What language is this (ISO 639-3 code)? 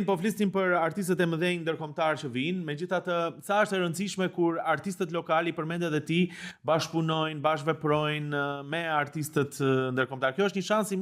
sqi